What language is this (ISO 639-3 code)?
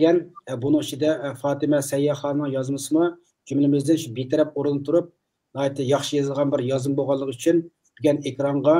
uig